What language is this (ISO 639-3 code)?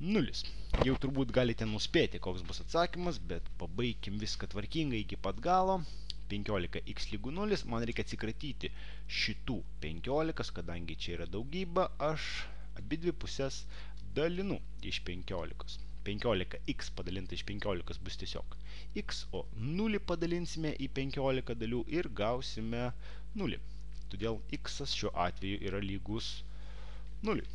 lit